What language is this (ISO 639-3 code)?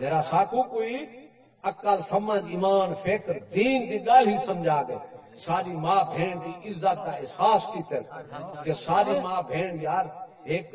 skr